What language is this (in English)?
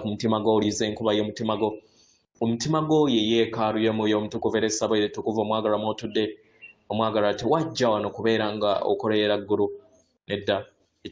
Ganda